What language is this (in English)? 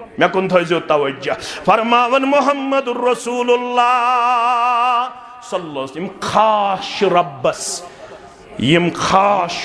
Kashmiri